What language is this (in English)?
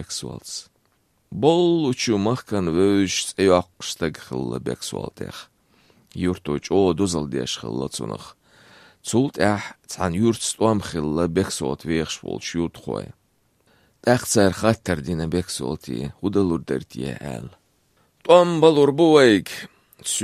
Chechen